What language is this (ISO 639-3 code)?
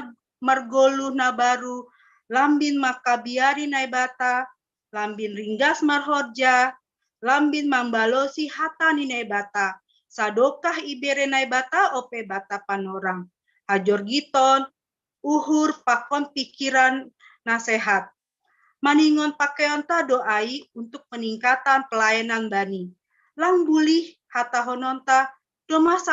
bts